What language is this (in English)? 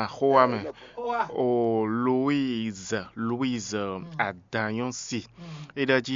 Fon